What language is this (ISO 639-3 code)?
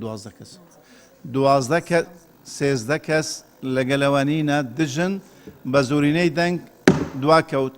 ckb